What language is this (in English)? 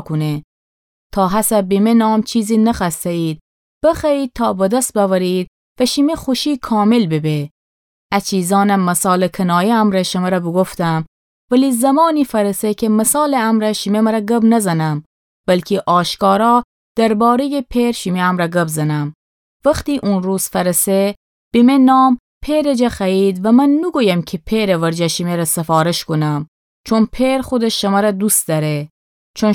Gilaki